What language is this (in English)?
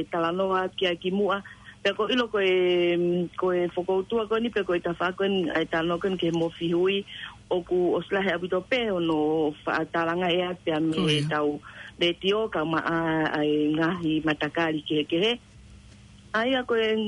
Tongan